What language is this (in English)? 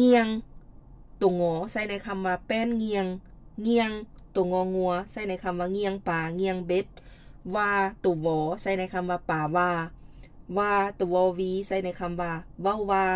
Lao